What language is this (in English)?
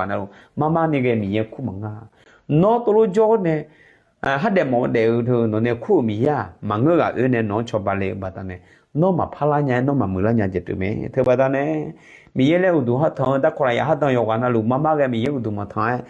Akha